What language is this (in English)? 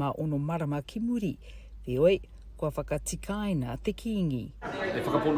Māori